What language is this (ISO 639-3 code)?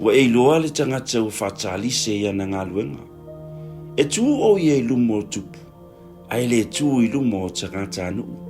smo